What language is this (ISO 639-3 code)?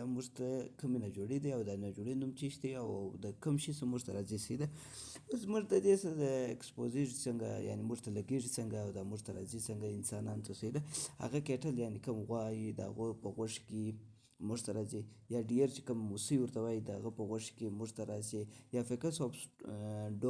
pus